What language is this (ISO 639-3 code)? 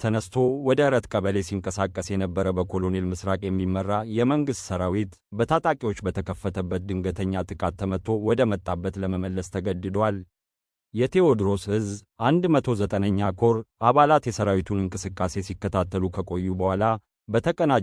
amh